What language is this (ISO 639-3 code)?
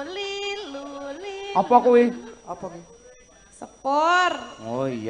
jav